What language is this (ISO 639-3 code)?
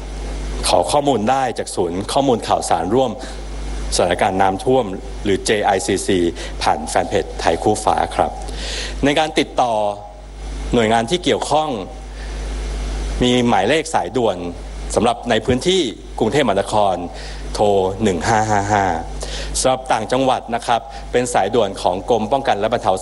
tha